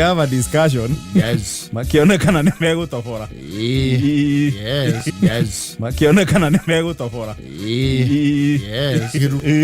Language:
Kikuyu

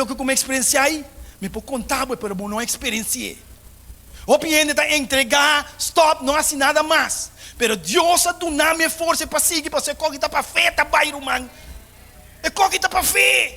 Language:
Papiamento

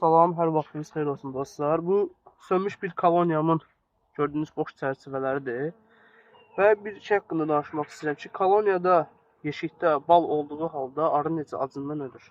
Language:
Azerbaijani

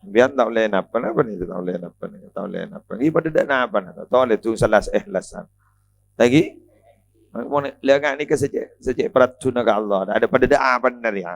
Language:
Madurese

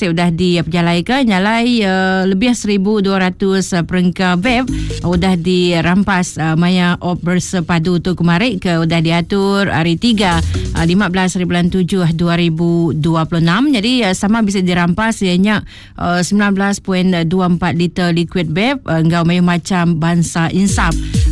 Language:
Iban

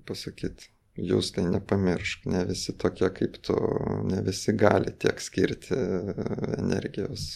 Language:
Lithuanian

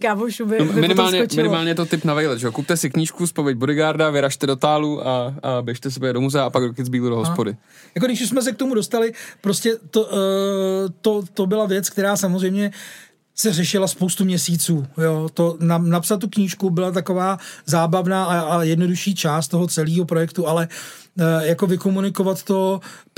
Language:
Czech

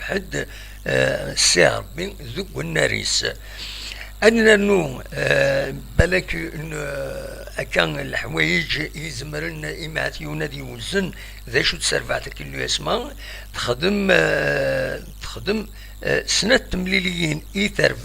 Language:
Kabyle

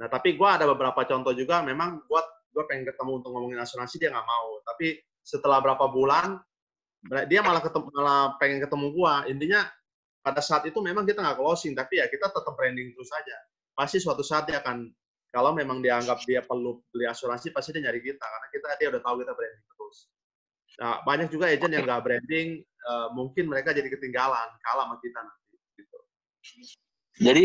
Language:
Indonesian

